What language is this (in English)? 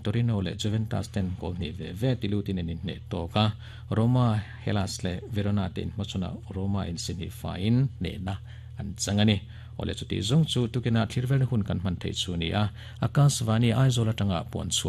Mizo